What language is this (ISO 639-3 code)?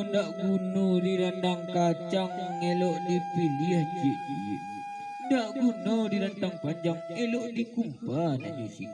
min